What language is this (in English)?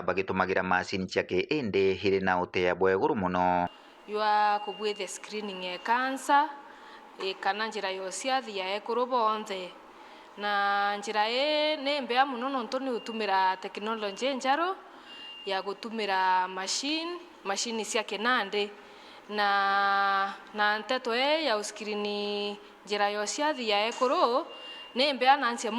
Meru